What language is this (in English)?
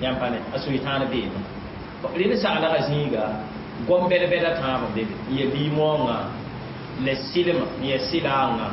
Mossi